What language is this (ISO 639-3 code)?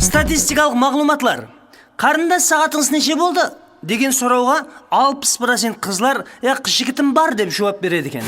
kaa